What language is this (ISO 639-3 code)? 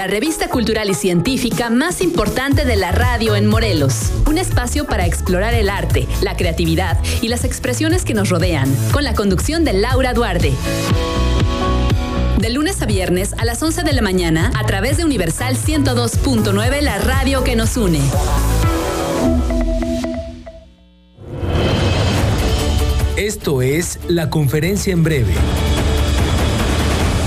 spa